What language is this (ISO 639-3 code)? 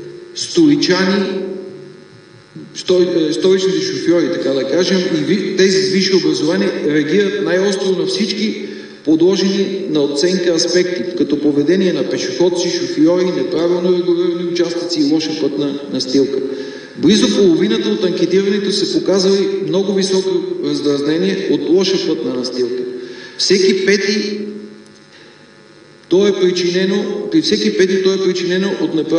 bul